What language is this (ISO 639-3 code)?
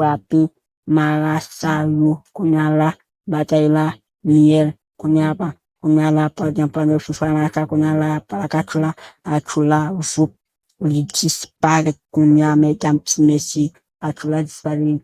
hat